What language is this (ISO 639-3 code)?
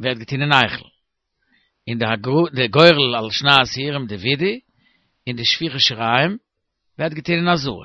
yid